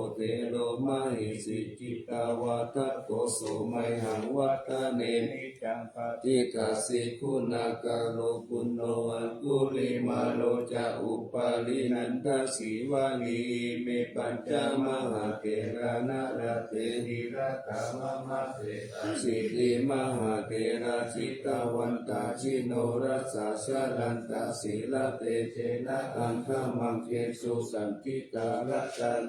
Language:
Pali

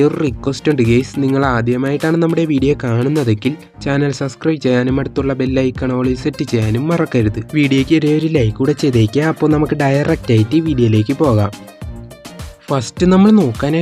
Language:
Malayalam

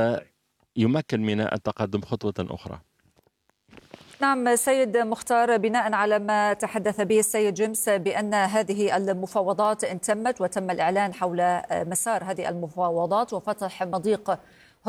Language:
Arabic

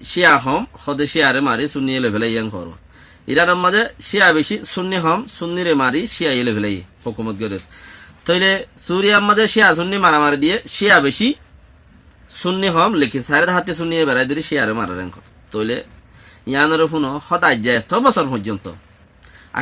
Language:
Rohingya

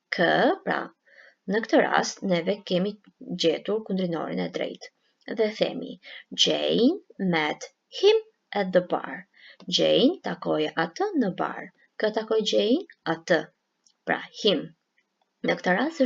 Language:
Albanian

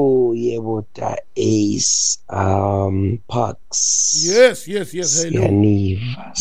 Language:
Xhosa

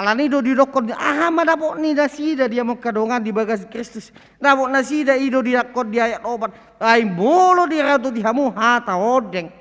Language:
Batak Toba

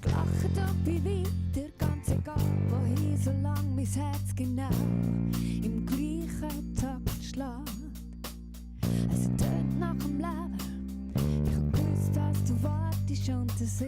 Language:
Swiss German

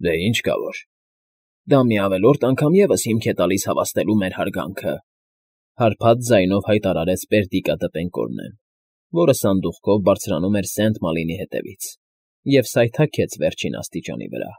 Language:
Armenian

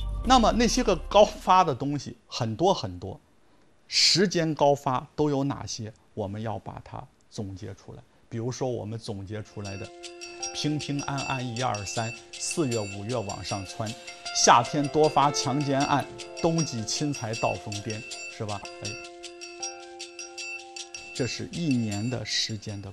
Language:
Chinese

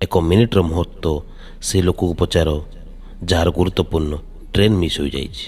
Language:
Odia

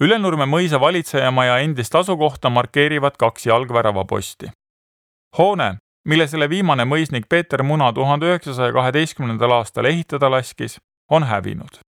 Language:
Estonian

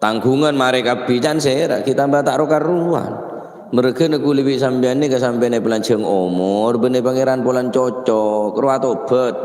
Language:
Madurese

